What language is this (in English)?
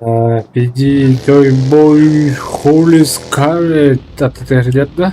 Yakut